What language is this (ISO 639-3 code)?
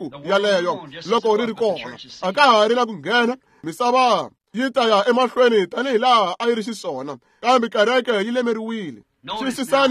tso